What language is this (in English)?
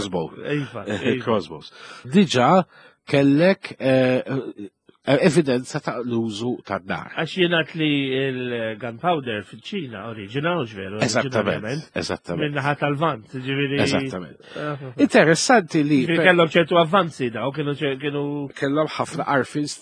Maltese